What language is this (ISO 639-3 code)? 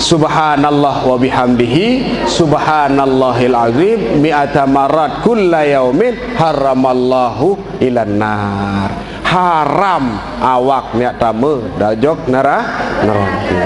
sas